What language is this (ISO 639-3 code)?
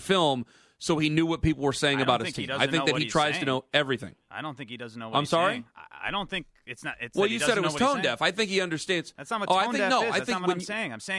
eng